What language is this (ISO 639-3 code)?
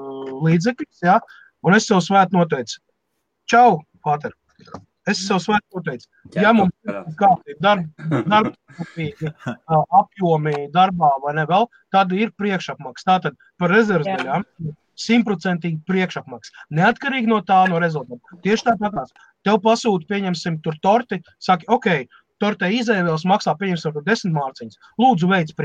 lav